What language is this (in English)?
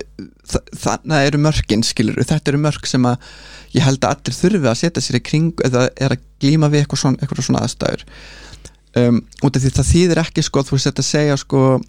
Icelandic